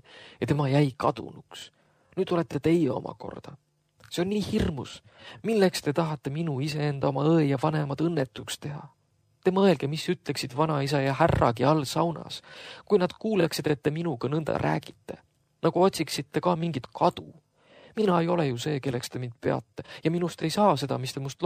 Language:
Estonian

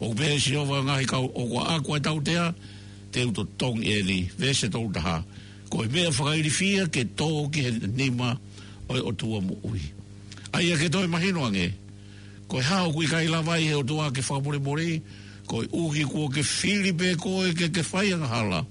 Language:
Tongan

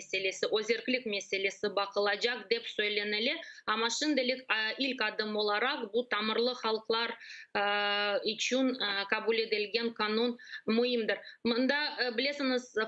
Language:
Crimean Tatar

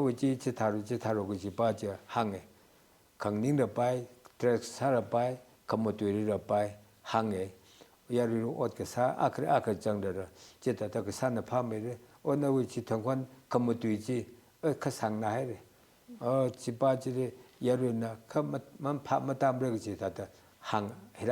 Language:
Tangkhul Naga (India)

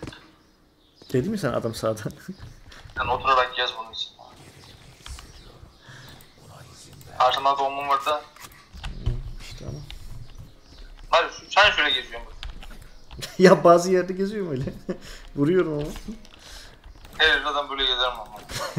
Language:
Turkish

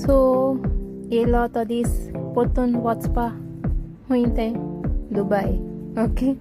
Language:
Konkani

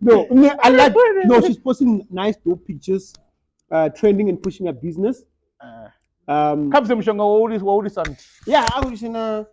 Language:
Venda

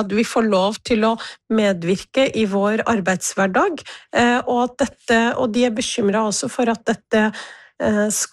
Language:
Norwegian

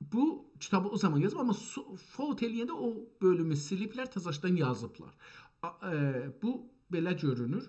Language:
South Azerbaijani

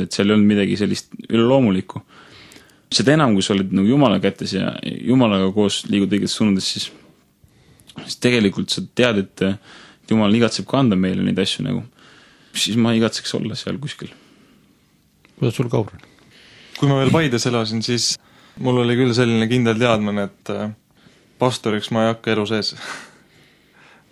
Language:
Estonian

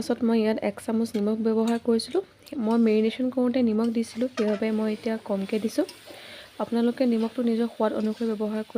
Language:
Assamese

